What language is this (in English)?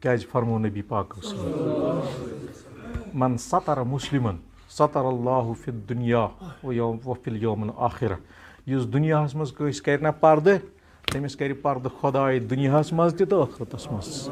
Kashmiri